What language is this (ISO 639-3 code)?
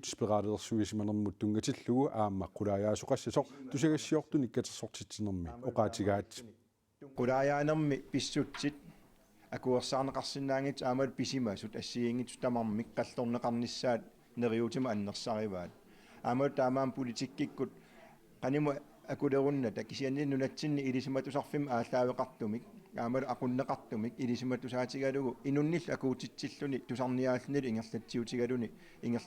kal